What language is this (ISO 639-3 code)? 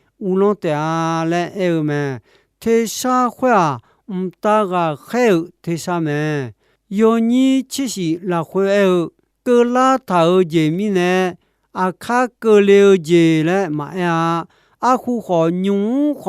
ahk